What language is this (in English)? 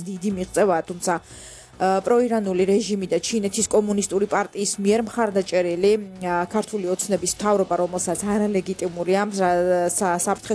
Georgian